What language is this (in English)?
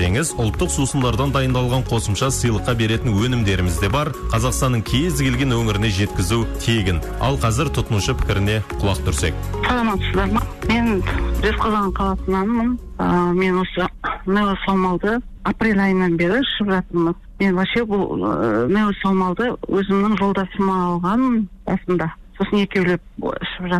Kazakh